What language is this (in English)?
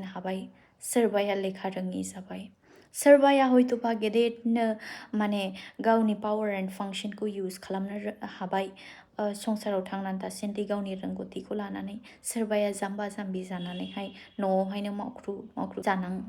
Bodo